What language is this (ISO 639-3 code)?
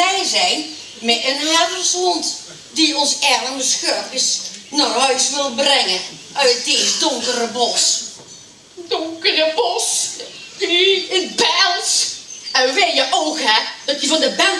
lim